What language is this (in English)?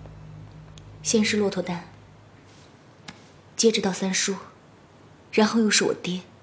Chinese